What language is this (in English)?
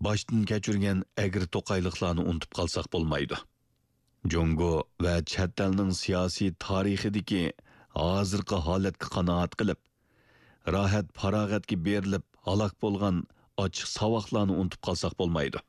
Uyghur